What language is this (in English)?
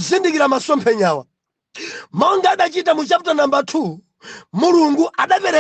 Nyanja